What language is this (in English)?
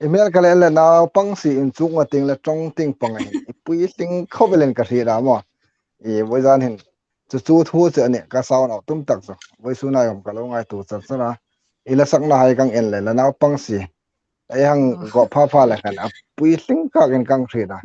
Hmar